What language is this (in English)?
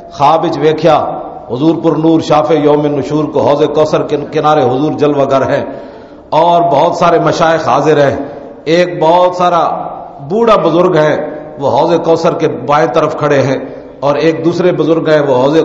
Western Panjabi